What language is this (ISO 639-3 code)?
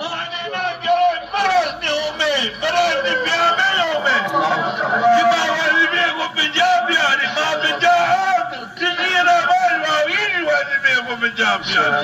zza